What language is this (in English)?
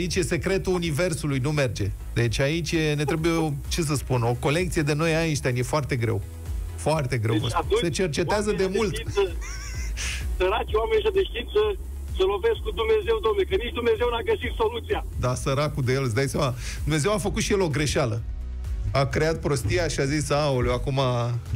Romanian